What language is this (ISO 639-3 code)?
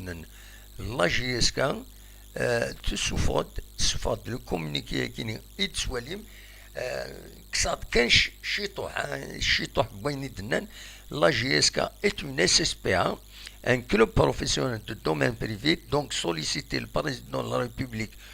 kab